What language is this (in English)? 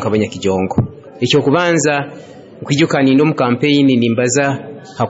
Nyoro